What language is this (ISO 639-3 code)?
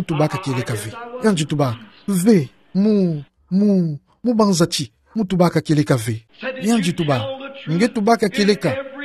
ktu